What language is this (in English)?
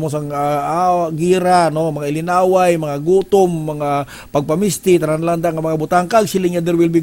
Hiligaynon